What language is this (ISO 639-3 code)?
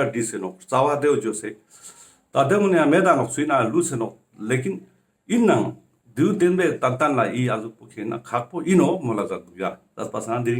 lbj